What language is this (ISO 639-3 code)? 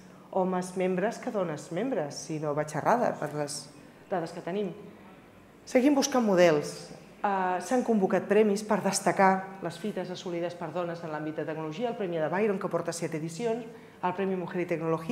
cat